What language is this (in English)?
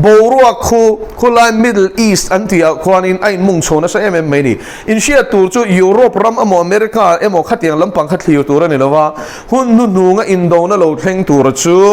Mizo